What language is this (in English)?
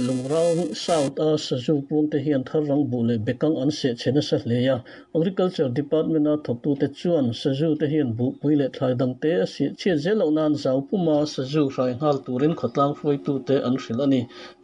Mizo